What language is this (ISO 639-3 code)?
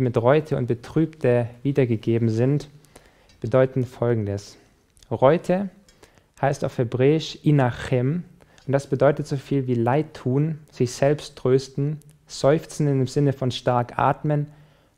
deu